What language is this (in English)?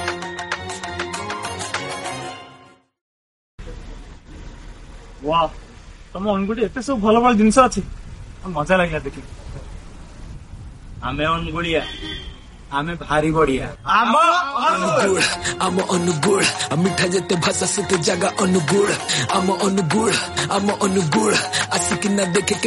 Odia